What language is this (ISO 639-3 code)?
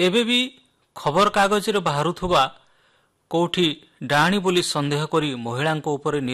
ori